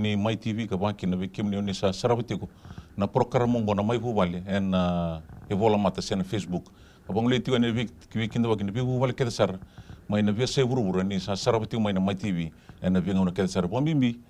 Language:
Fijian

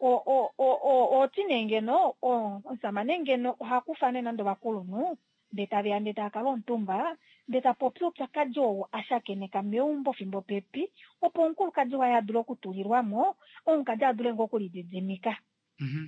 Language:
Kuanyama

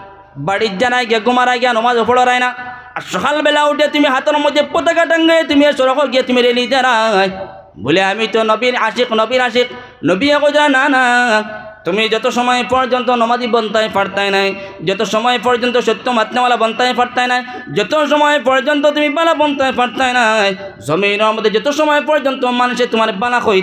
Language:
Sylheti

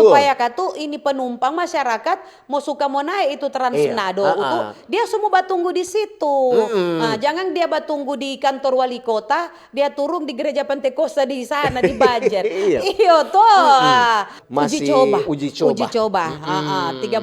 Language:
Manado Malay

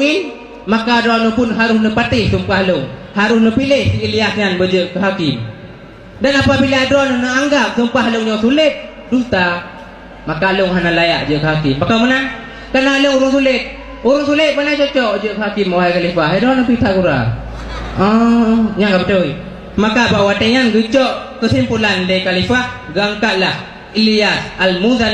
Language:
Achinese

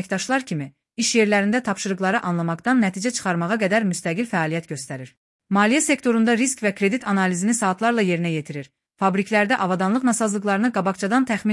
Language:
Azerbaijani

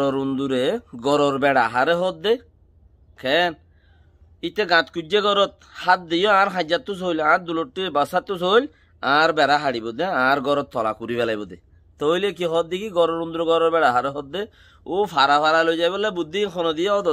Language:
Rohingya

